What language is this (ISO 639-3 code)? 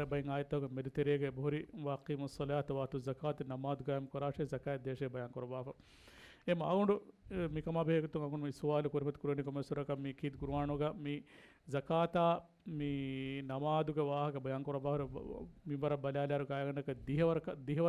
div